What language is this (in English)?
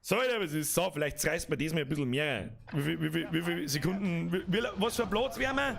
Bavarian